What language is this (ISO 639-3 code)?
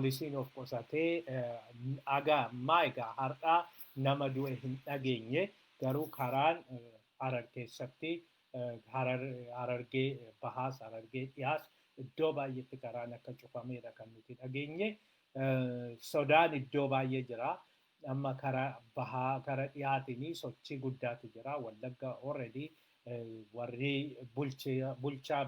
orm